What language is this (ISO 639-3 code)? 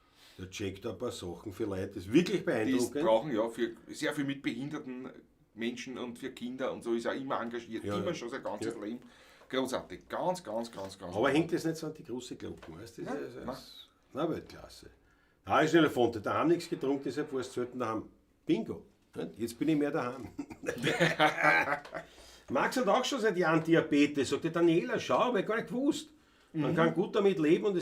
bar